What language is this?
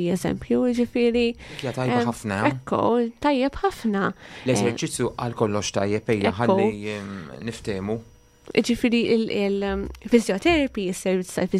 Maltese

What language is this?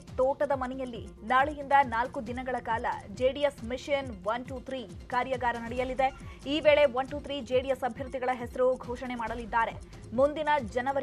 Kannada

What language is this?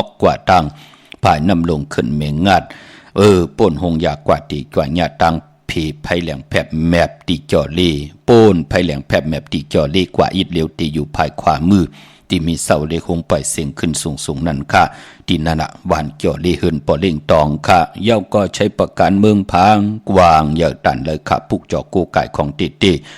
Shan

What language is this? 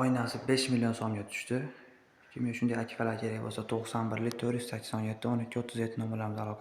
Uzbek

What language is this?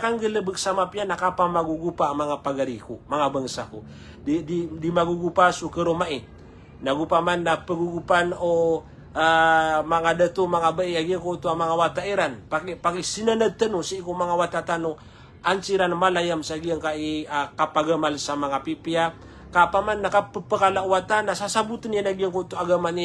Maranao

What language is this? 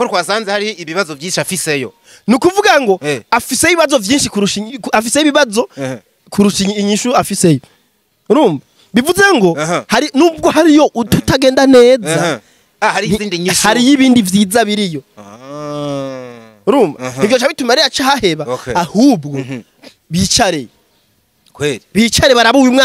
Rundi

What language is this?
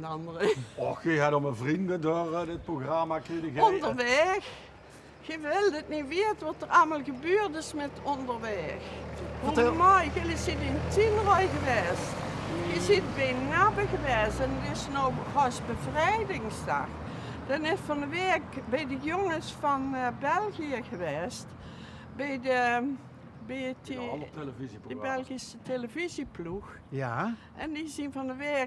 Limburgish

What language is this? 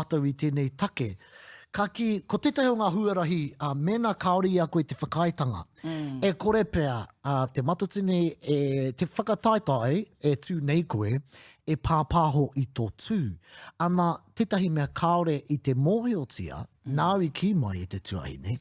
Māori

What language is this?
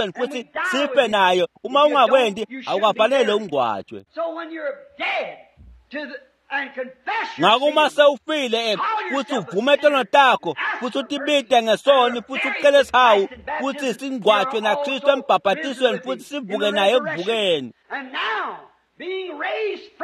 Swati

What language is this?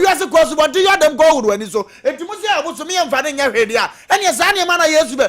Akan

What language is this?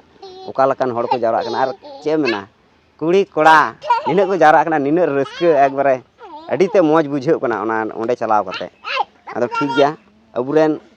Santali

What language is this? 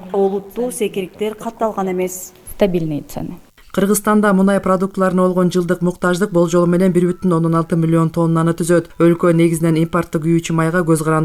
Kyrgyz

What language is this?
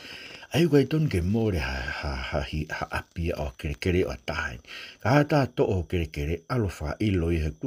Tongan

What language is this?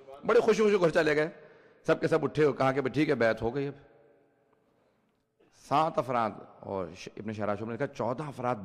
Urdu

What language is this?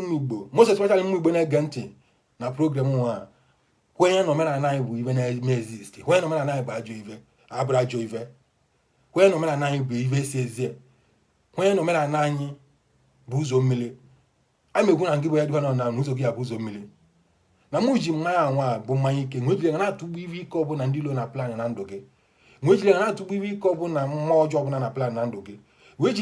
Igbo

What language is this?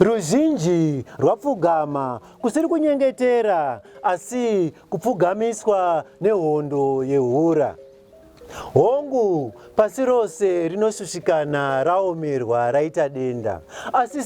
Shona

